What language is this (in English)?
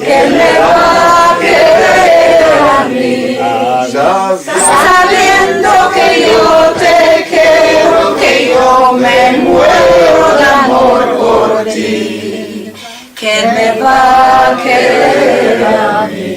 Ladino